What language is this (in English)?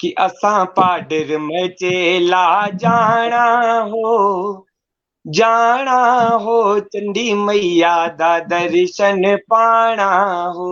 Dogri